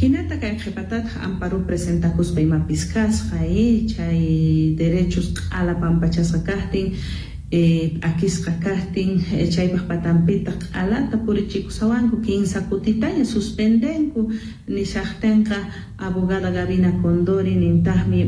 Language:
Quechua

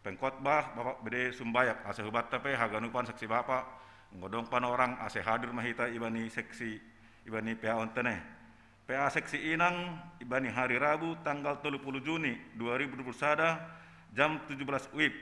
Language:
Batak Simalungun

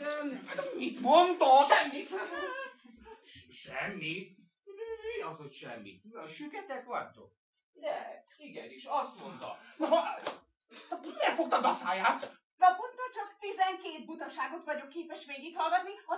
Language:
Hungarian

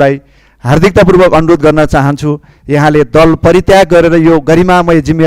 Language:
Nepali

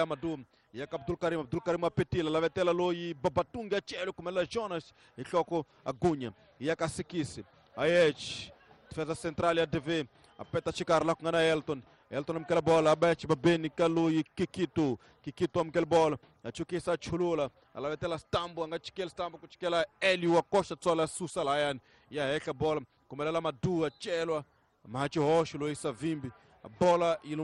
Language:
Tsonga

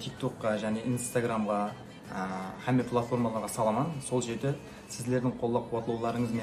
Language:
Kara-Kalpak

